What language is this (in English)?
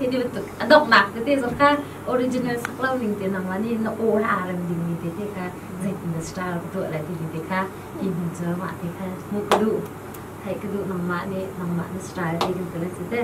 Hakha Chin